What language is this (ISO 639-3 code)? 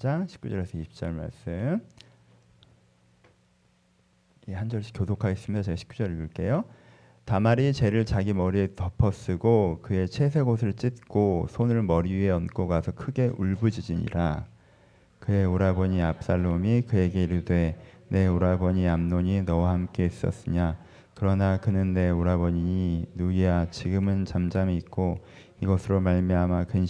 kor